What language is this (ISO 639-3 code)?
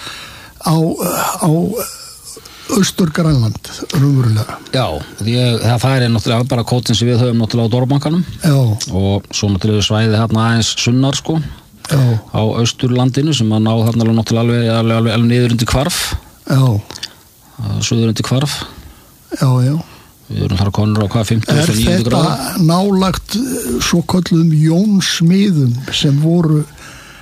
isl